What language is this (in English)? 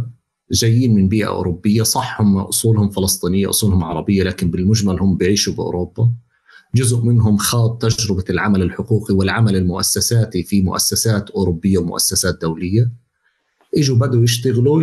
North Levantine Arabic